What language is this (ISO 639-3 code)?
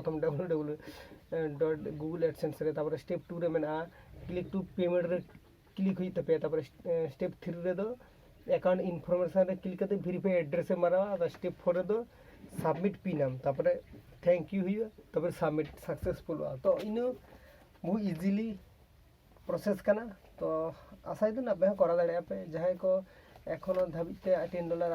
sat